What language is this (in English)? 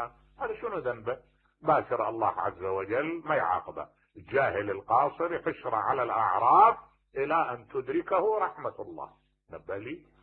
Mesopotamian Arabic